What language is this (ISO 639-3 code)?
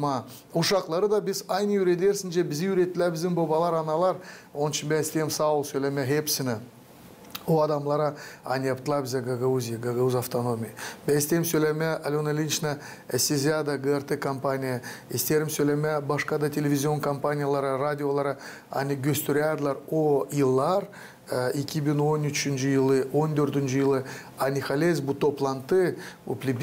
gag